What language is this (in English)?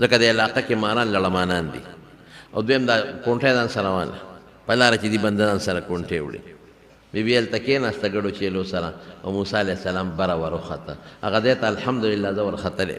Pashto